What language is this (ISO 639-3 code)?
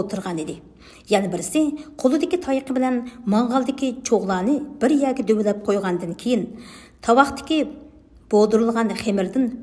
uig